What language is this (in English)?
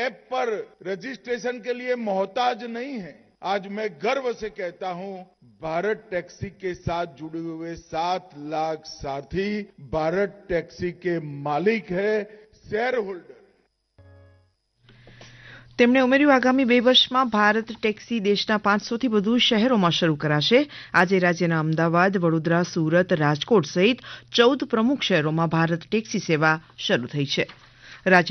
Gujarati